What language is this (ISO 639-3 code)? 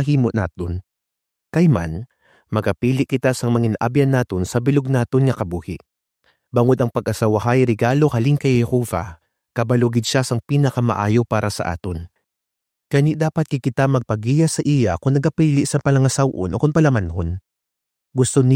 hil